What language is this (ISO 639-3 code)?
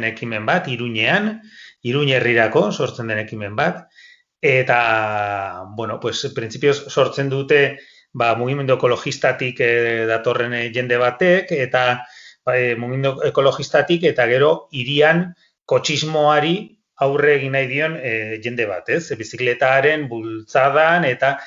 eus